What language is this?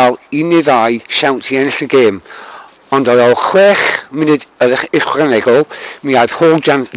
Welsh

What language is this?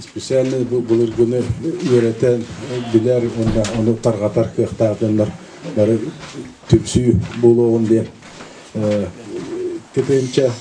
Yakut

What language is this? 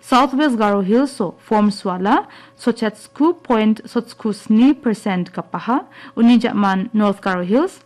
Garo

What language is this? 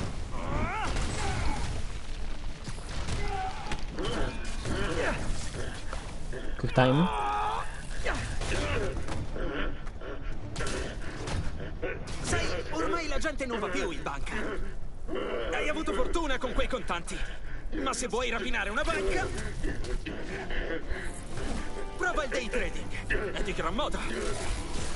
Italian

